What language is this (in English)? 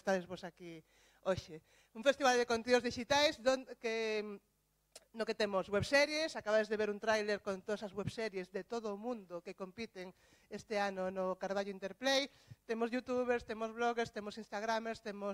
Galician